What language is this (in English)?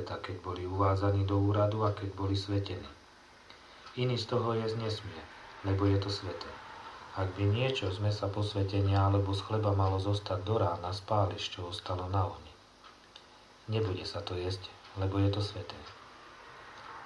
Slovak